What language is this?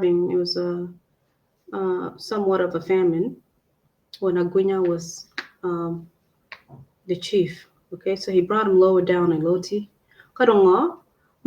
Acoli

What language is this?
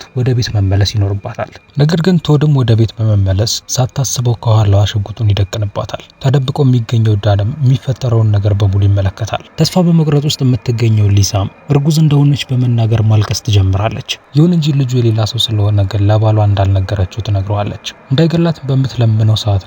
Amharic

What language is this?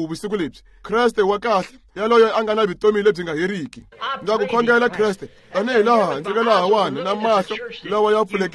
Tsonga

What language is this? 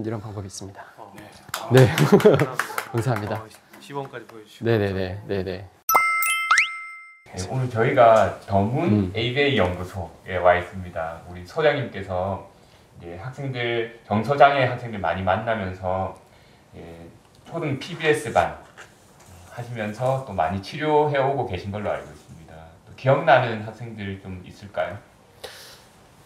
Korean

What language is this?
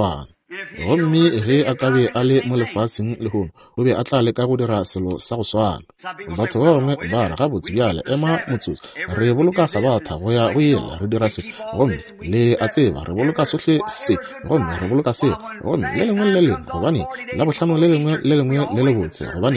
Northern Sotho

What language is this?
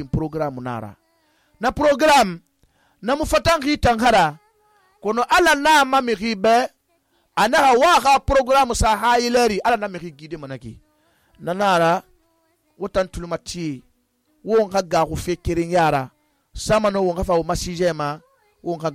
Susu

